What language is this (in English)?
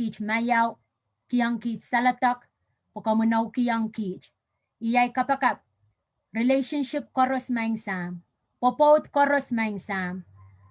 Pohnpeian